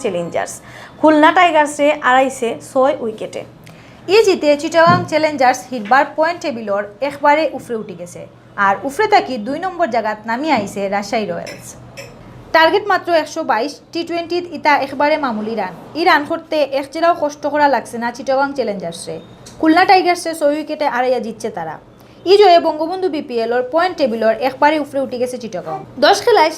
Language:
Sylheti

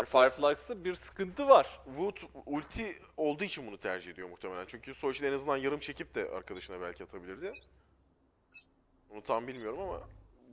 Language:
Turkish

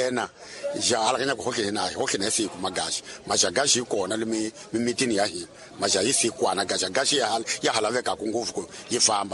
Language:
Tsonga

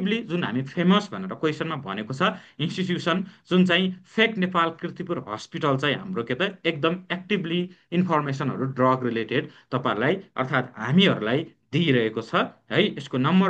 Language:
Nepali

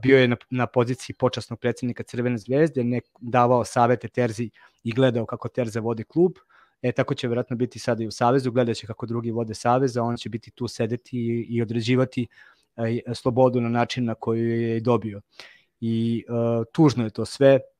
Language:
Serbian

